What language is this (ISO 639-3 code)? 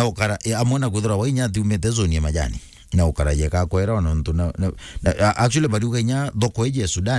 mer